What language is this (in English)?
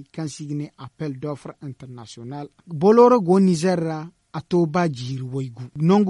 Zarma